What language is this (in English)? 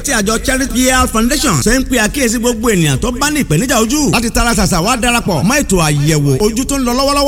Yoruba